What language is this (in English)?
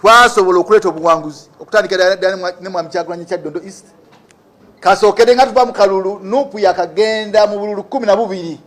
Ganda